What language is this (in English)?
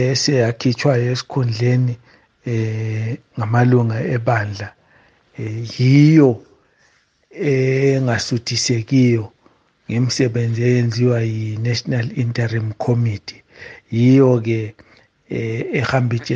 North Ndebele